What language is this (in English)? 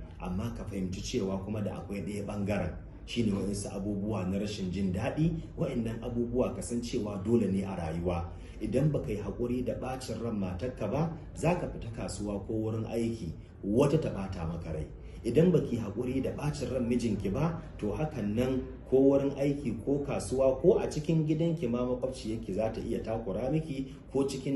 Hausa